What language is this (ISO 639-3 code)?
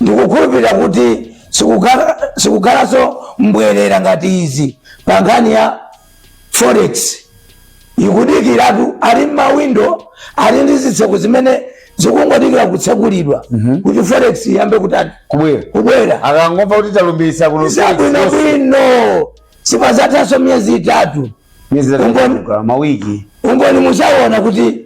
nya